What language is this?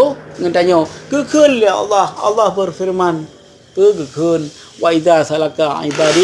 Achinese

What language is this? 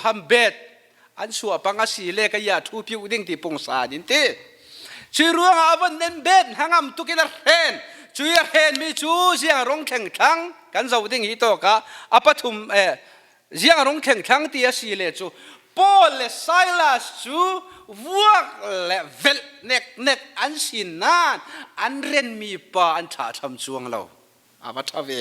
Falam Chin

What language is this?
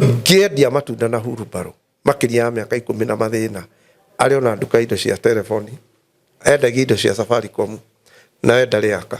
Kikuyu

